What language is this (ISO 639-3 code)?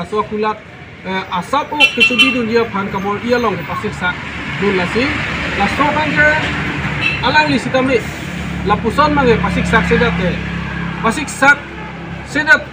mjw